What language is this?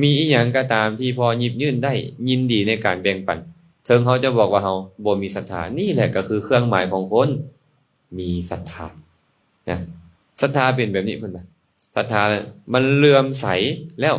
Lao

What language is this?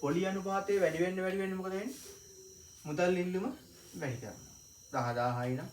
Sinhala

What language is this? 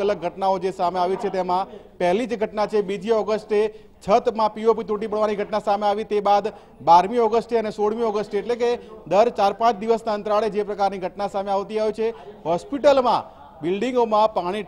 Gujarati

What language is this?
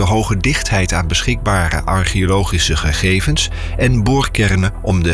Dutch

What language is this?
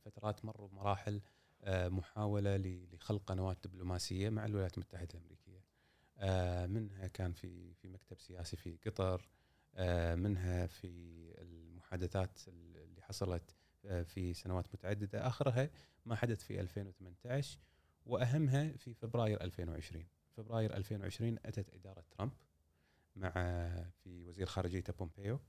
Gulf Arabic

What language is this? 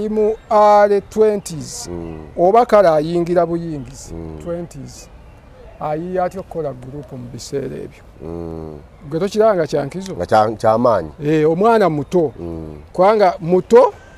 Ganda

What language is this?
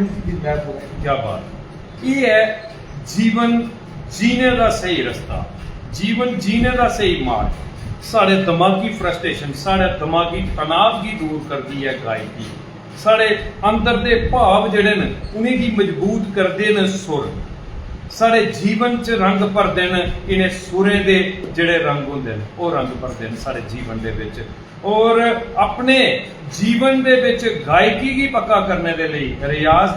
Dogri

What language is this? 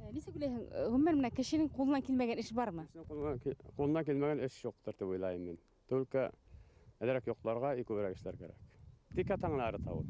Bashkir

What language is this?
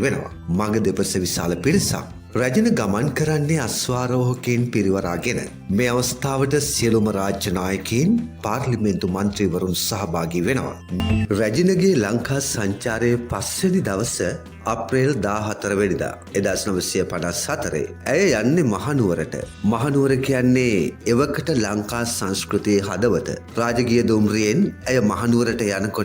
Sinhala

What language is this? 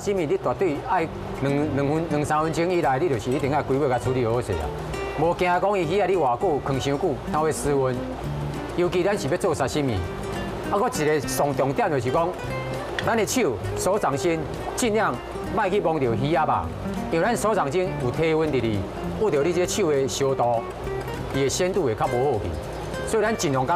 Min Nan Chinese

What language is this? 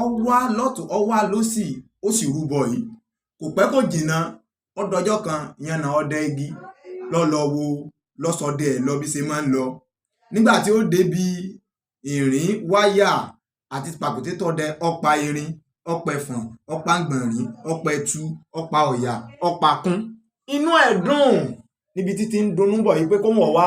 Yoruba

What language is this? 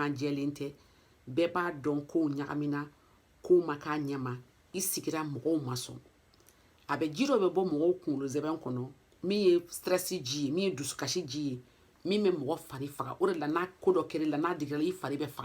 Bambara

